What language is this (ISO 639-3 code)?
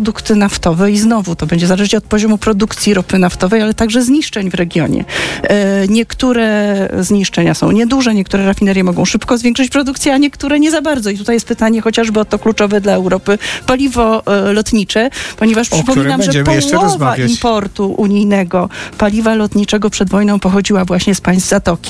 pol